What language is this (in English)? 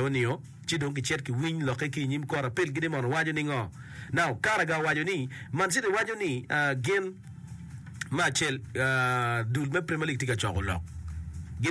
Acoli